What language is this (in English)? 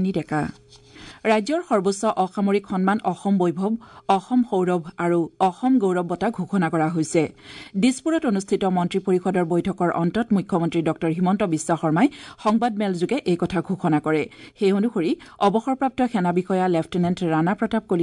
Assamese